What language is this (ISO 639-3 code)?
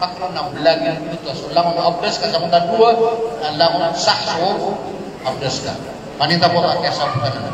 mrw